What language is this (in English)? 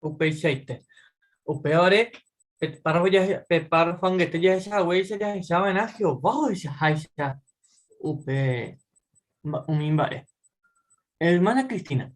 Guarani